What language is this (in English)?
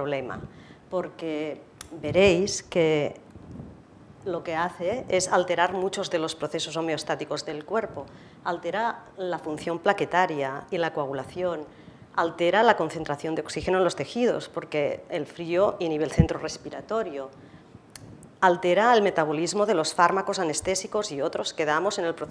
Spanish